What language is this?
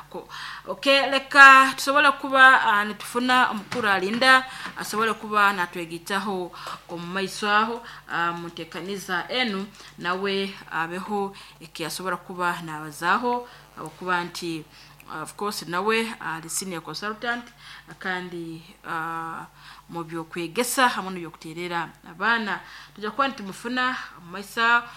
Nyoro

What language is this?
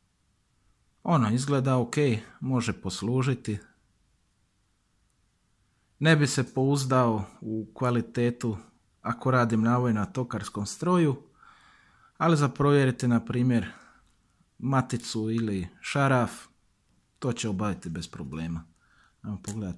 Croatian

